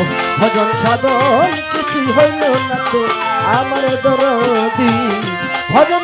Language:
Bangla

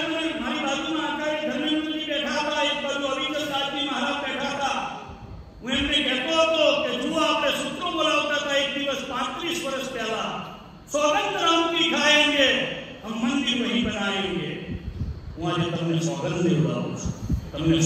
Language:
Gujarati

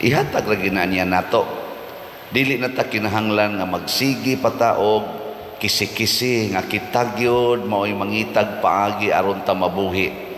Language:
Cebuano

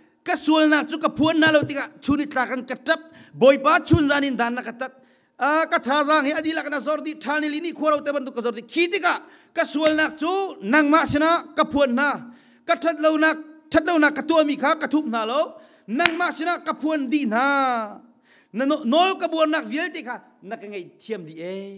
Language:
Hakha Chin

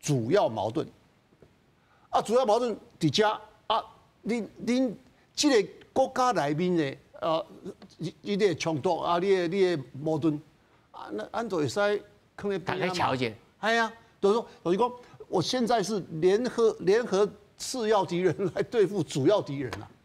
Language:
Min Nan Chinese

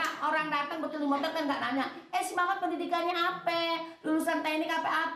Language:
Betawi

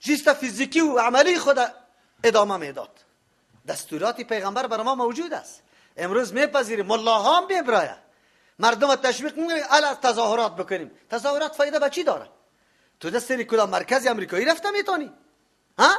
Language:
Persian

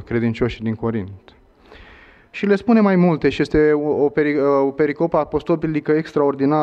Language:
Romanian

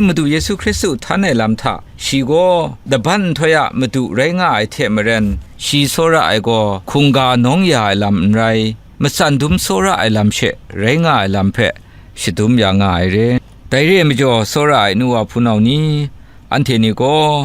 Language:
Kachin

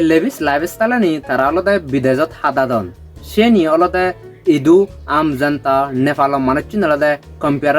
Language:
Chakma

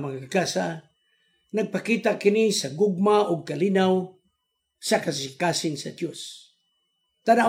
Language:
Cebuano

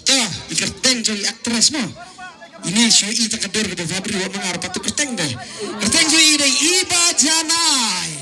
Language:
Khasi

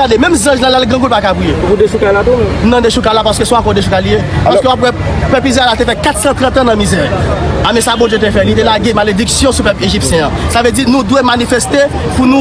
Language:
Haitian Creole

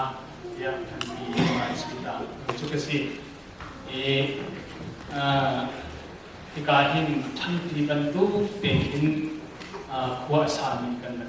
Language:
Hakha Chin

